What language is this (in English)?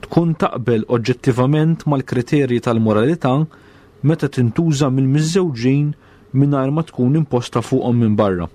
Maltese